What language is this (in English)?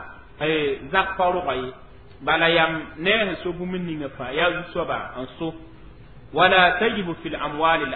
Mossi